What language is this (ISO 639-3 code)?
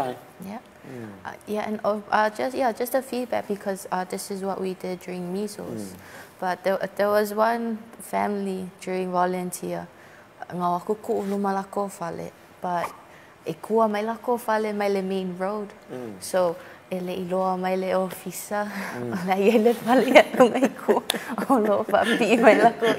smo